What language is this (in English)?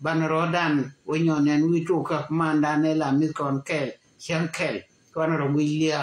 Nuer